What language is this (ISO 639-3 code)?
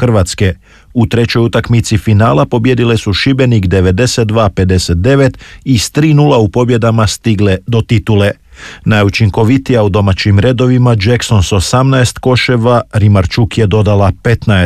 hrv